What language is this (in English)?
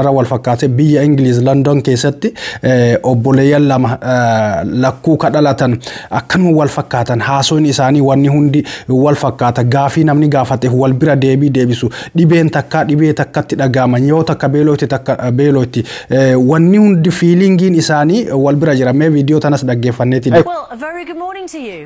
Oromo